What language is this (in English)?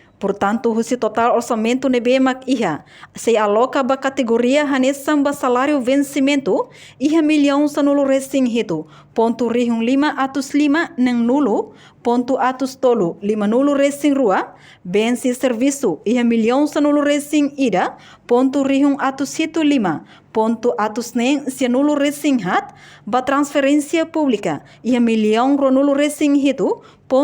Tetum